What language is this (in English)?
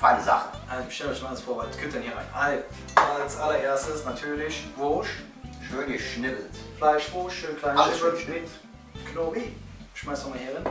Colognian